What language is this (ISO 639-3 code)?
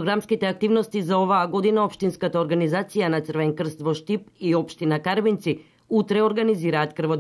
mkd